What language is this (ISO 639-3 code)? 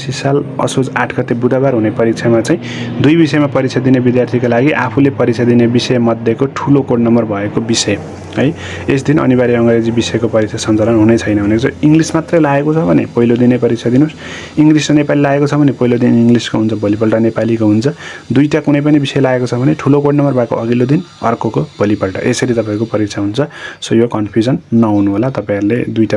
nep